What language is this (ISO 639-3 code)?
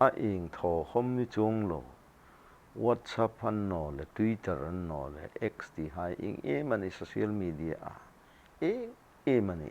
hmr